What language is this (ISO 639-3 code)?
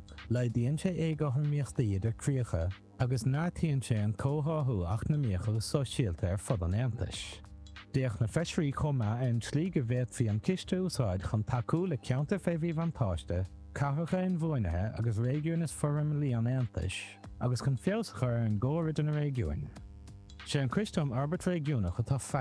gle